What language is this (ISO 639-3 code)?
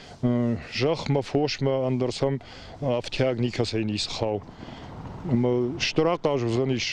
oss